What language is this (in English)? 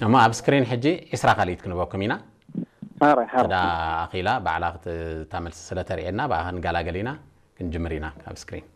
Tigrinya